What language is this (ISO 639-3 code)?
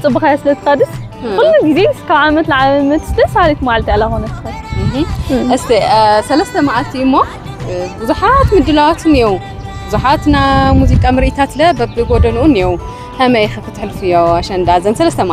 tir